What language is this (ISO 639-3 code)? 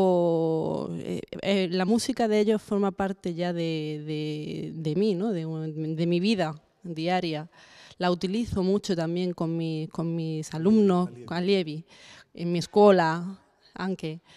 ita